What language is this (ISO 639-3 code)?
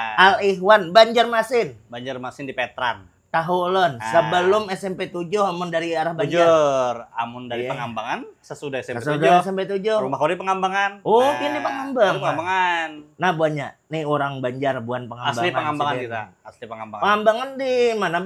bjn